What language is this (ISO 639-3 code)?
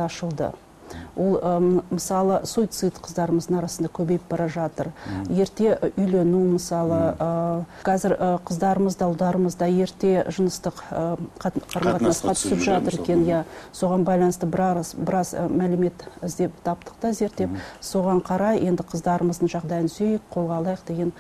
kaz